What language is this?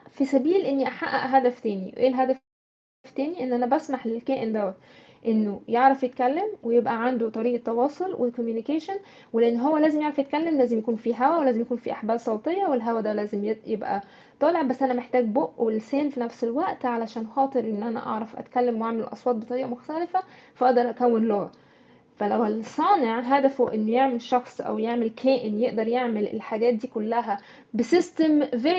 Egyptian Arabic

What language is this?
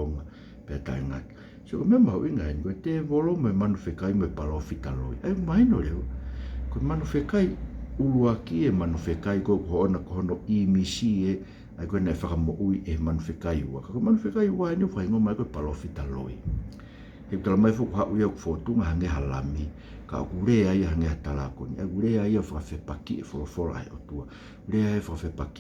Tongan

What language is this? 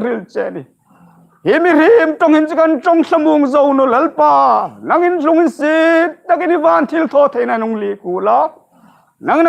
Hmar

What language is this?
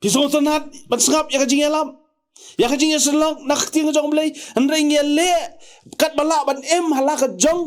Khasi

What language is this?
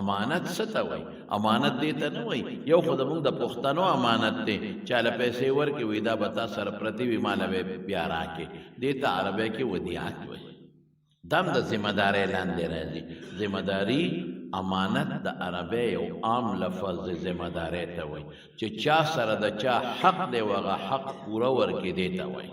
Pashto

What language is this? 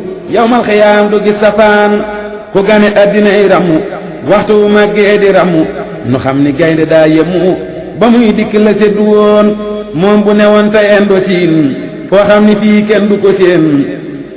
Wolof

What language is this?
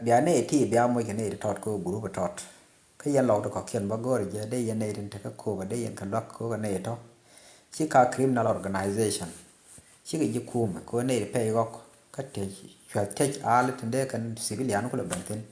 Nuer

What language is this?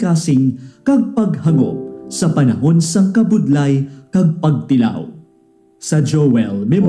Hiligaynon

